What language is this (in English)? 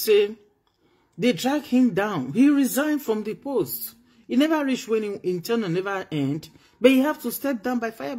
Nigerian Pidgin